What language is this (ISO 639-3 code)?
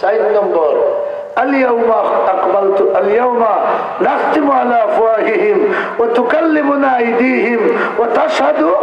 syl